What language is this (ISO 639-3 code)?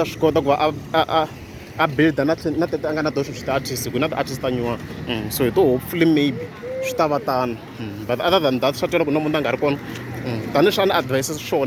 tso